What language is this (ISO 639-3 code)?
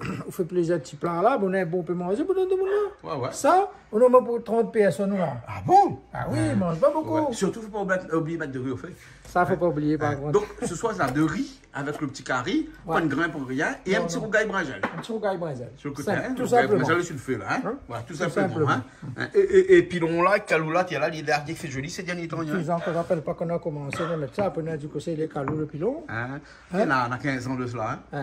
rcf